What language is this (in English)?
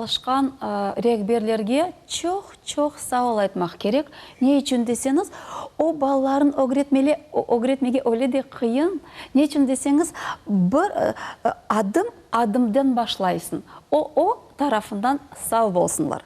Crimean Tatar